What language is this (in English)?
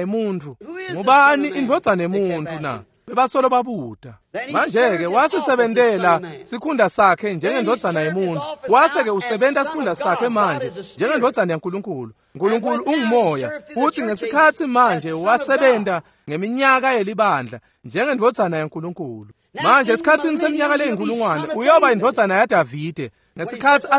Swati